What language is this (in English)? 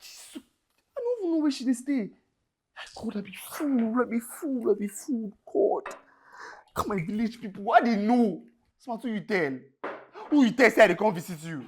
Nigerian Pidgin